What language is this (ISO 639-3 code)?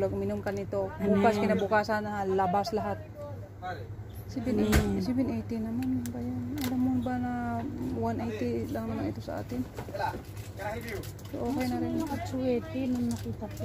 fil